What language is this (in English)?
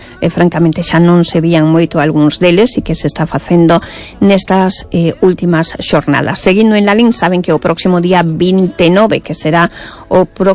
Galician